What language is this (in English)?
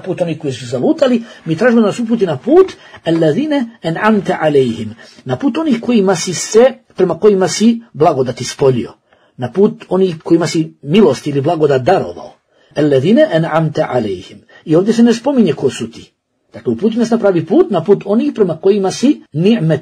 Bosnian